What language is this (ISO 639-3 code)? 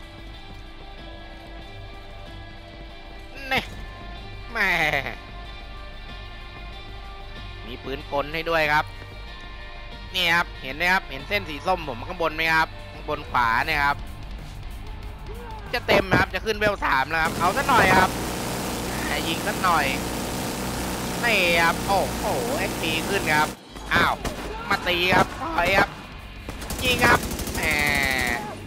tha